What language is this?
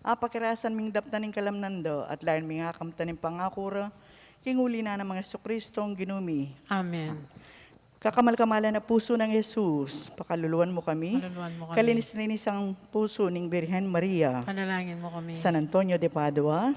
Pampanga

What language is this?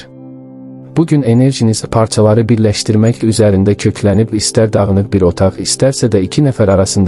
Azerbaijani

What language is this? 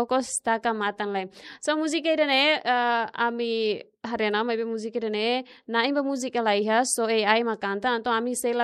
Tetum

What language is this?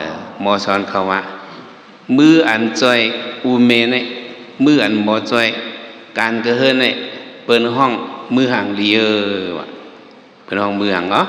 Shan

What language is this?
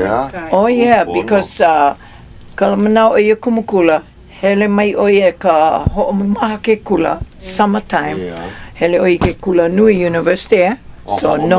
Hawaiian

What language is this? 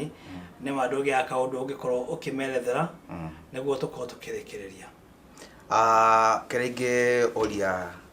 Kikuyu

